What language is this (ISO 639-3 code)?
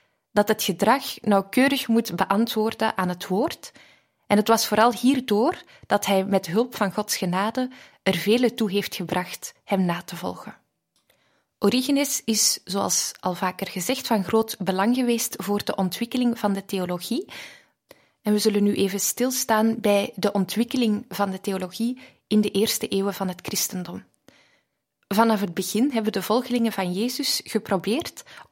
nld